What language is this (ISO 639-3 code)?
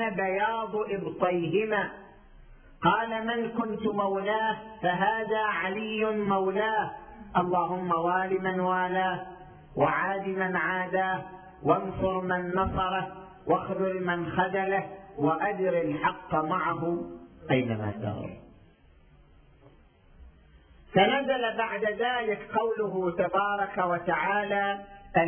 ara